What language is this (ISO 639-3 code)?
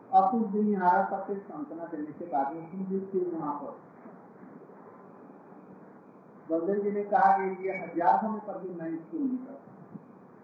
hin